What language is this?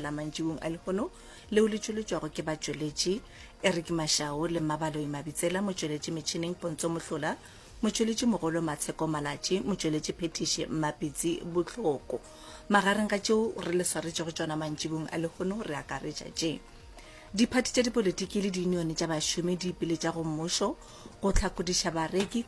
Northern Sotho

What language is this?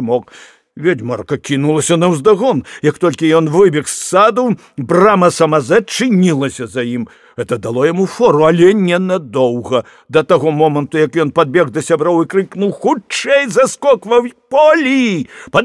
Belarusian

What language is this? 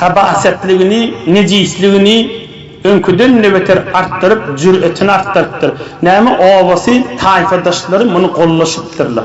Turkmen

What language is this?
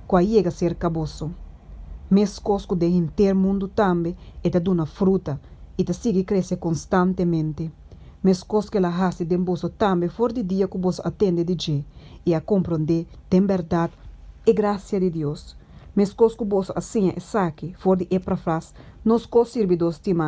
Papiamento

